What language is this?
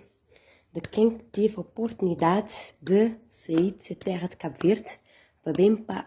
Kabuverdianu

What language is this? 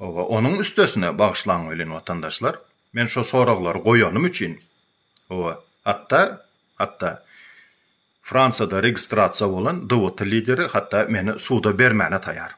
Turkmen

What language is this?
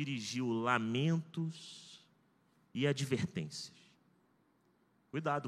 Portuguese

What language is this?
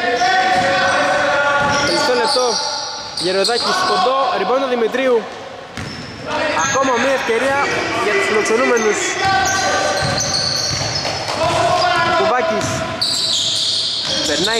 Greek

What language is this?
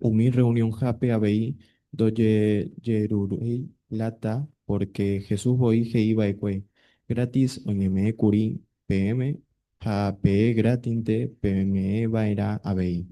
Guarani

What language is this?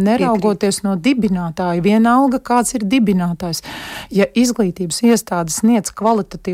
Latvian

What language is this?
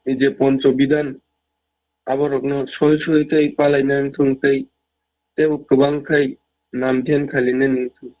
Kok Borok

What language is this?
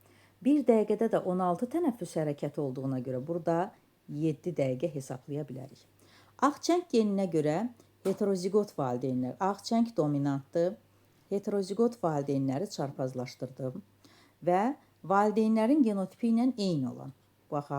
Azerbaijani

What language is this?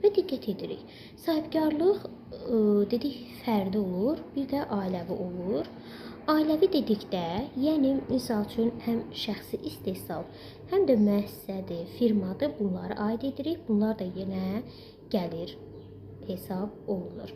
Azerbaijani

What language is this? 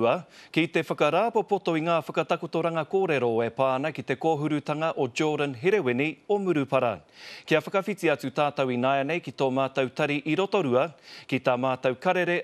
Māori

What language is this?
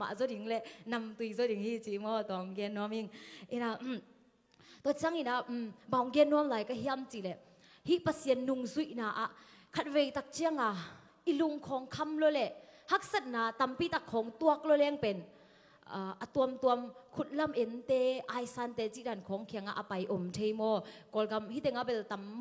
Tedim Chin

